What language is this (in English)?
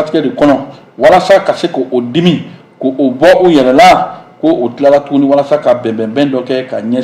Bambara